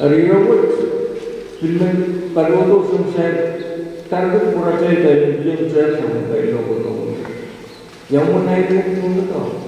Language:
Pohnpeian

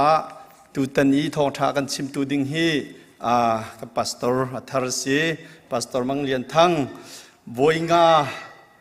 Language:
Hakha Chin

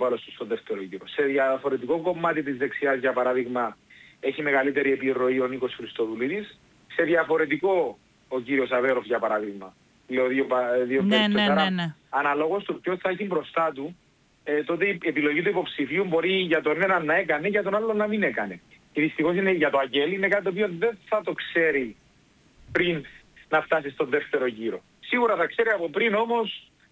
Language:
Greek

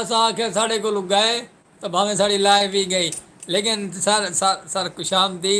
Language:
Saraiki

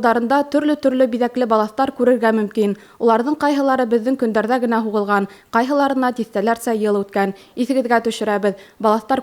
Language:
Bashkir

